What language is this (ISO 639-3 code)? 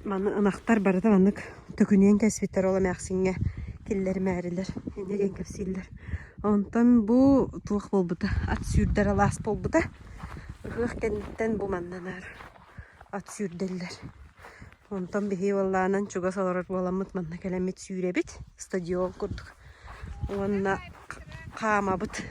sah